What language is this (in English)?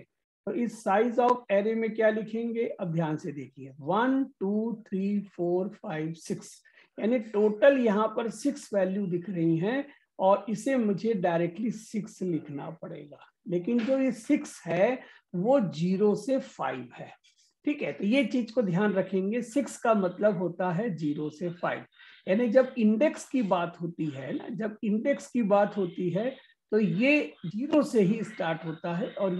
Hindi